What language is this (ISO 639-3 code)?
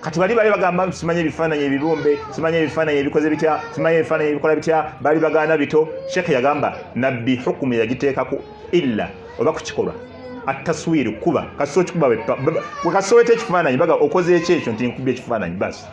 lug